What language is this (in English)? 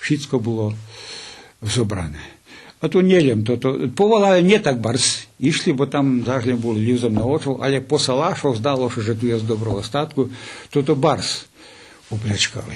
Rusyn